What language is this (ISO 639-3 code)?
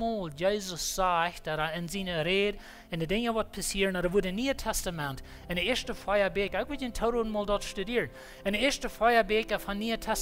pdt